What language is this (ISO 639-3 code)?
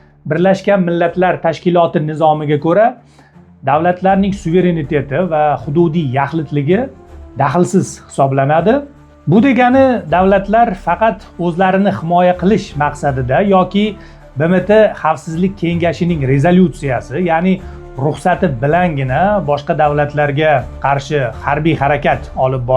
uzb